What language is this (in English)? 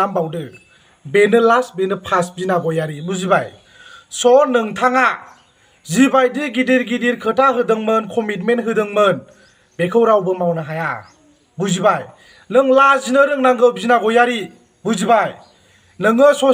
Bodo